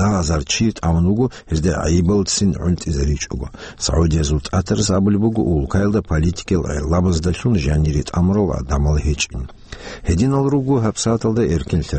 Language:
Avaric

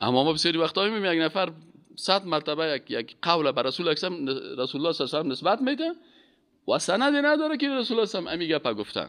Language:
Persian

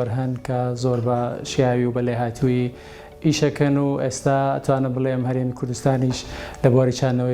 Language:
Central Kurdish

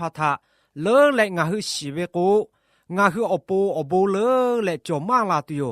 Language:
Lahu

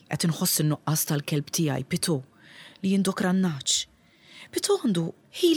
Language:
Maltese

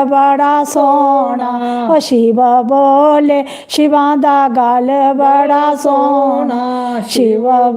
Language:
Dogri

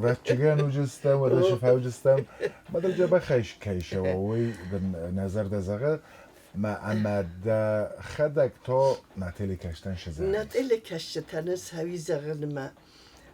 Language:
Ossetic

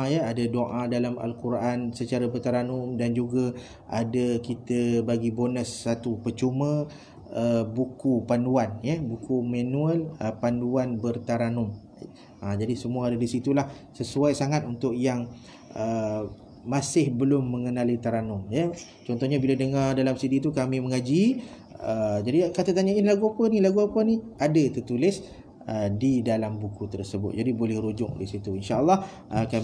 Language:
Malay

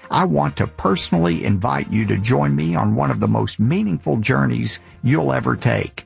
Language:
English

